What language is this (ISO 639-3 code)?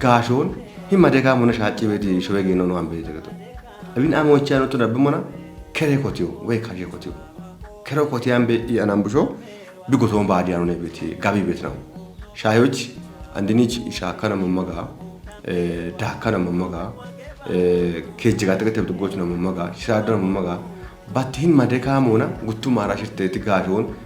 kbr